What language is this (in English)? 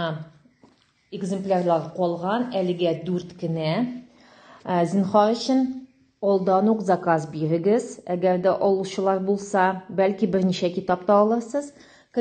Tatar